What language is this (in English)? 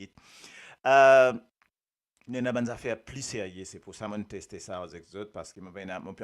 Morisyen